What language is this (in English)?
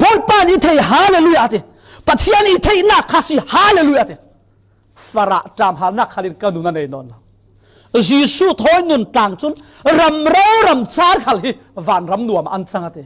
Falam Chin